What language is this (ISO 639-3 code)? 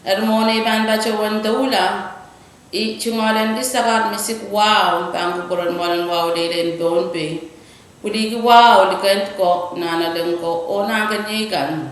pon